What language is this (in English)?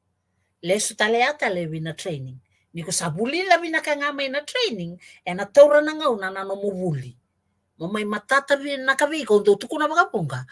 Fijian